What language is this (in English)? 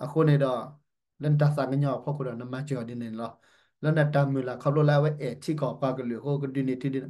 S'gaw Karen